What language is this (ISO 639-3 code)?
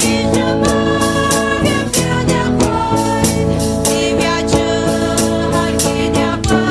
pmx